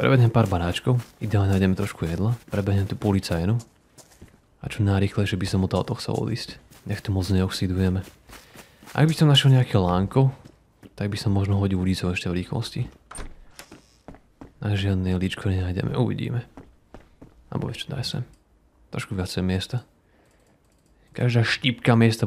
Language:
Slovak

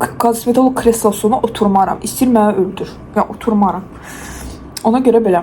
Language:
Azerbaijani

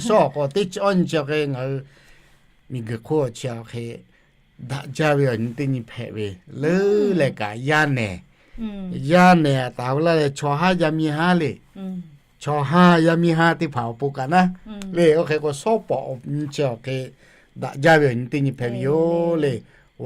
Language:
Lahu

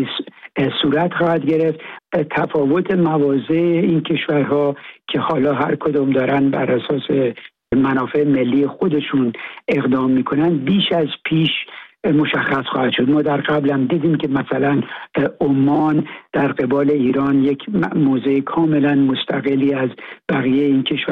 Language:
Persian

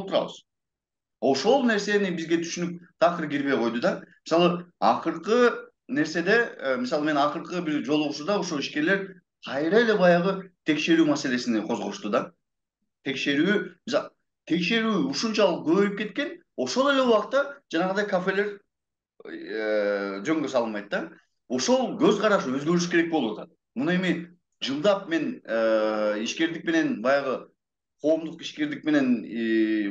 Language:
Kyrgyz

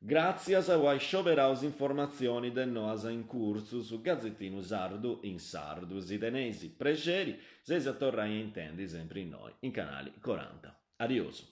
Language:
Sardinian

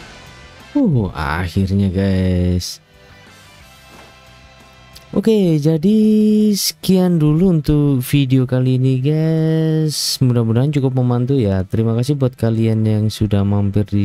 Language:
Indonesian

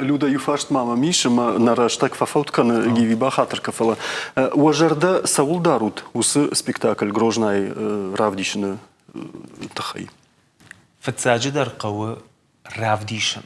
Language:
Ossetic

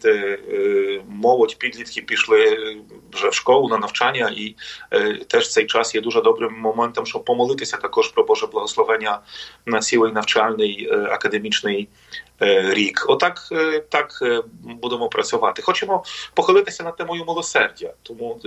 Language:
Ukrainian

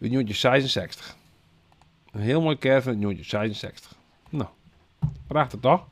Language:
Western Frisian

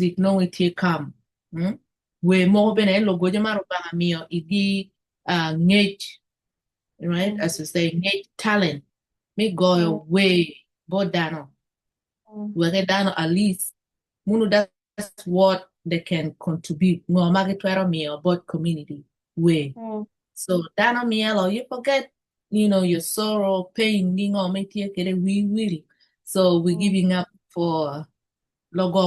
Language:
Acoli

